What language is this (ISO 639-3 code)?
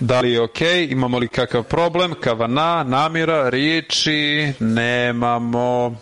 srp